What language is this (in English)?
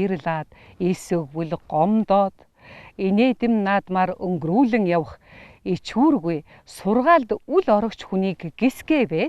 Mongolian